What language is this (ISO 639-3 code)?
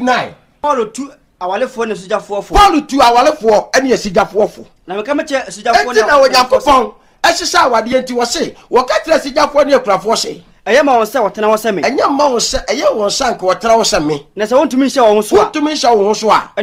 aka